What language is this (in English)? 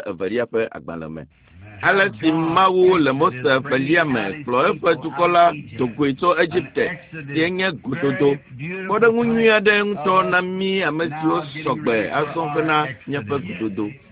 Ewe